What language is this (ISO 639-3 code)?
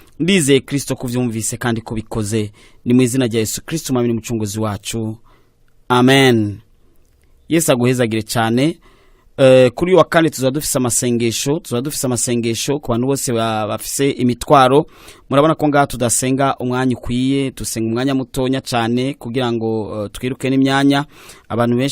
run